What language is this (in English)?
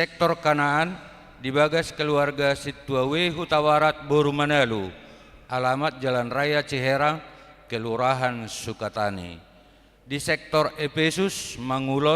Batak Toba